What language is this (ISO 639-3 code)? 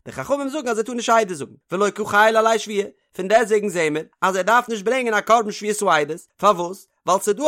yid